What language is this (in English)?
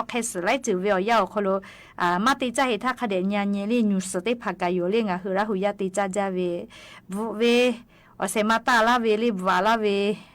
Lahu